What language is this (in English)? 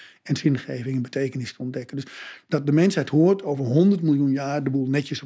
Dutch